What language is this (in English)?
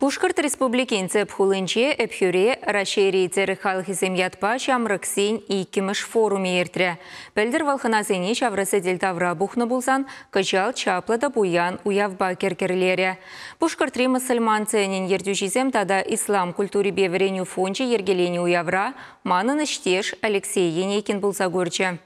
Chuvash